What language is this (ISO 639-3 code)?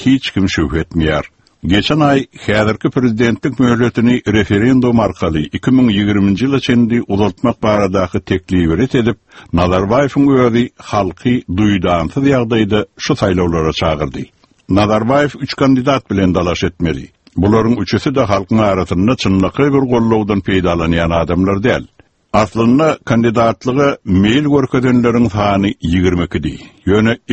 tuk